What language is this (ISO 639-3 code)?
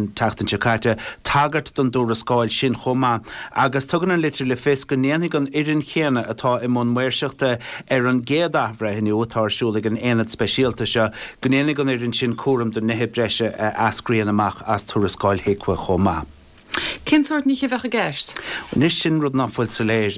gle